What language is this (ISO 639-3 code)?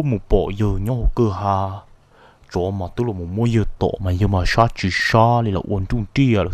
hmn